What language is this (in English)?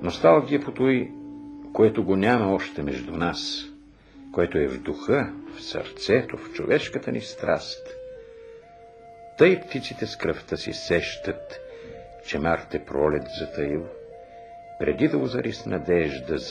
Bulgarian